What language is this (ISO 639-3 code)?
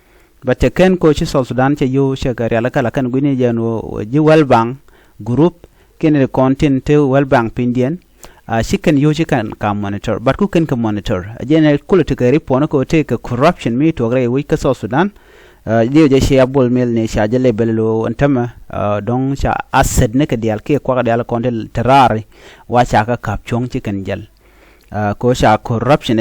nus